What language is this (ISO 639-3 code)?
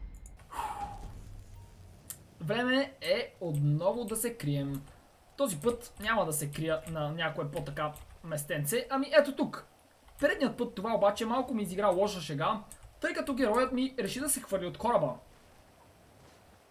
bul